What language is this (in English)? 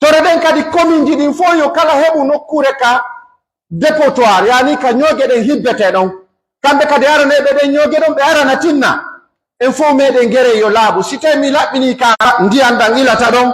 Pular